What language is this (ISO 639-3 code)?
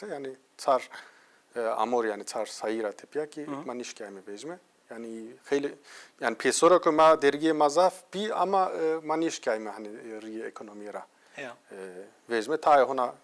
zza